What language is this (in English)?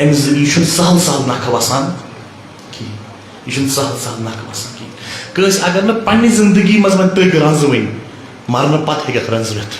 Kashmiri